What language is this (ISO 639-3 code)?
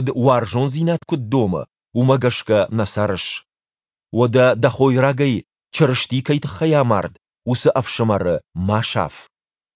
oss